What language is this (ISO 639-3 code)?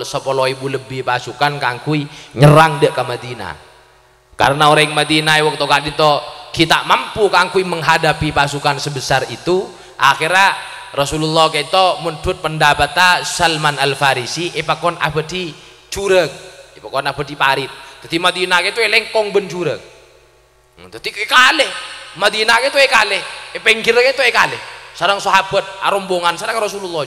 mad